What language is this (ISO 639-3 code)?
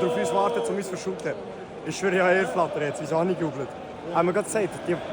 gsw